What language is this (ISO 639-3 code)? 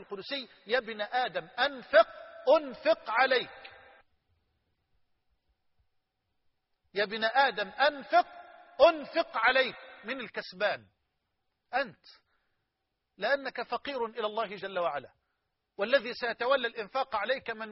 ara